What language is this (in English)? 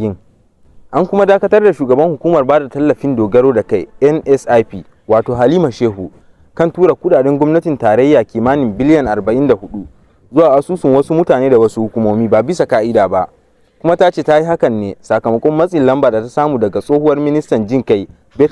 Hausa